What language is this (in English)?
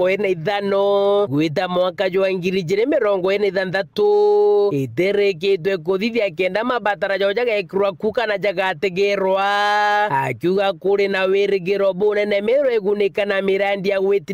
Meru